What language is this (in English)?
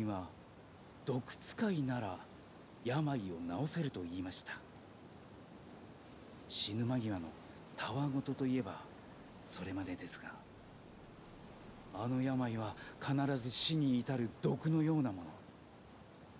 Japanese